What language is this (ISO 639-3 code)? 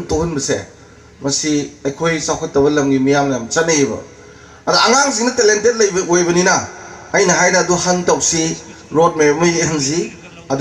mni